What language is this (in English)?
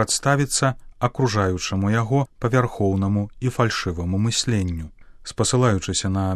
Belarusian